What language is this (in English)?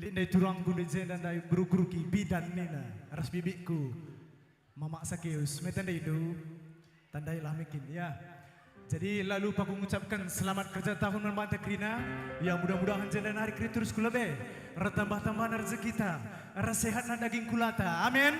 Batak Karo